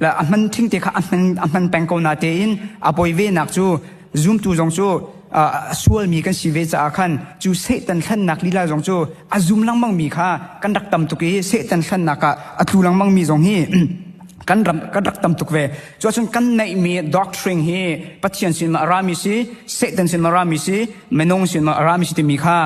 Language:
Hakha Chin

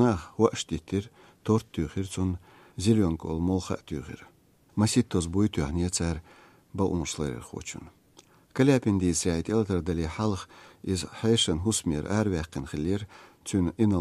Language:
Chechen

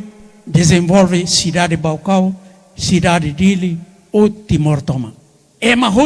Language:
Tetum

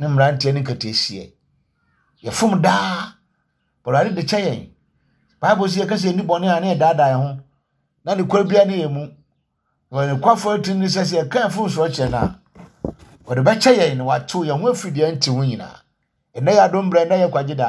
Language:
Akan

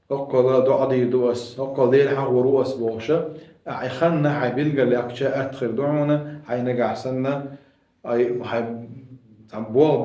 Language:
Chechen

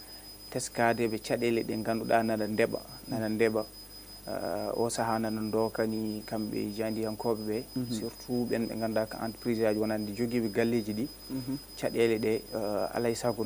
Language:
Fula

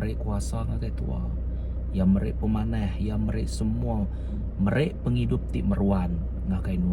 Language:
Iban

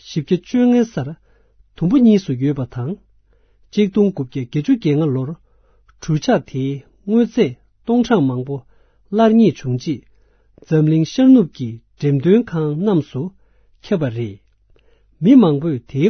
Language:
Tibetan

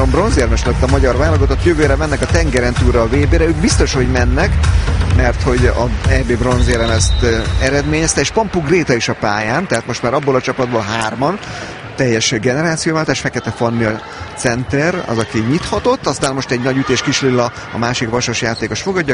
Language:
Hungarian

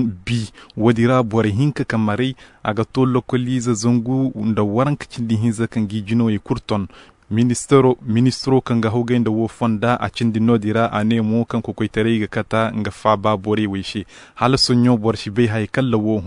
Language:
Zarma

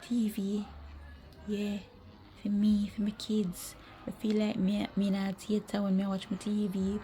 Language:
Jamaican Creole English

